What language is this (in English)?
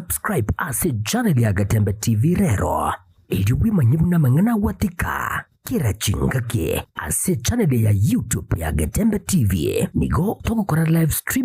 Gusii